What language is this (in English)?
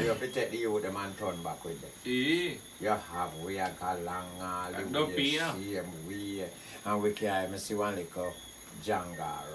Jamaican Creole English